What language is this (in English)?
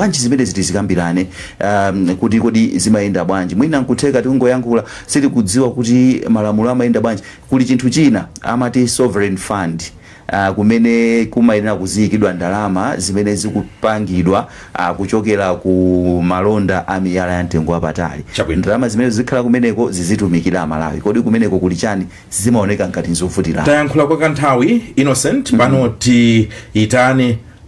Nyanja